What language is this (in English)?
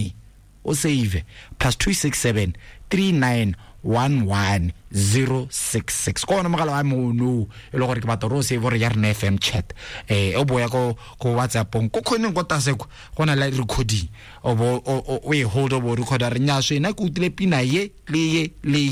Tswana